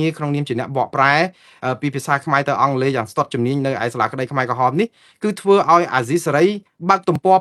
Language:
Khmer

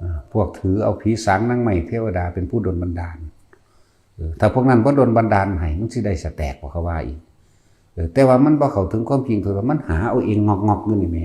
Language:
Lao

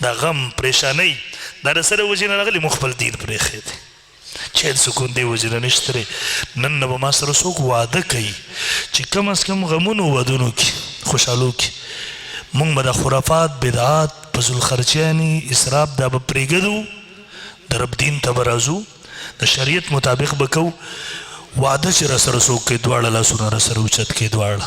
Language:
Pashto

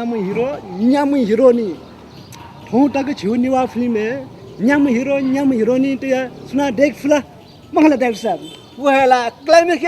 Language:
Newari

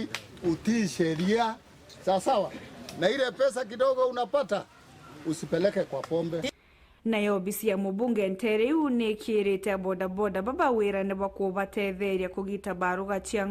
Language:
Meru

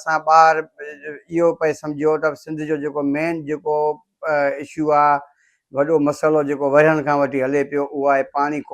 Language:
Sindhi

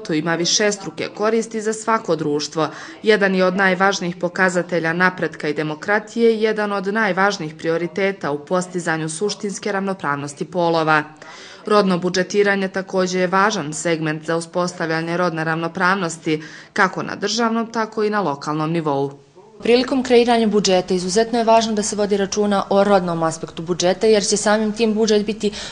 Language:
Bosnian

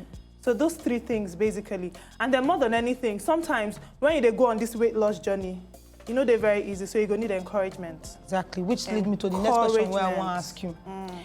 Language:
Nigerian Pidgin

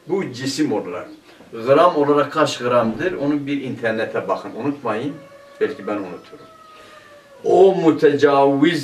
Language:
Turkish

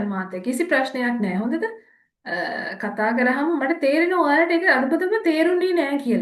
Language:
Sinhala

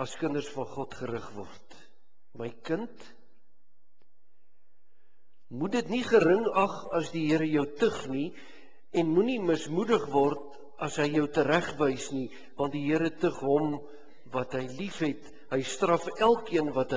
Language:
Afrikaans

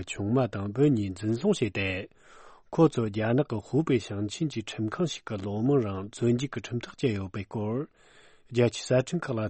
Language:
Tibetan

